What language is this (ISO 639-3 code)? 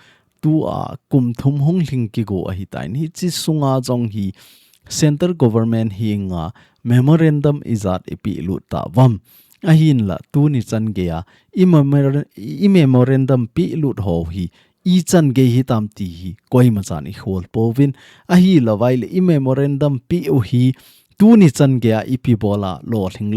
tcz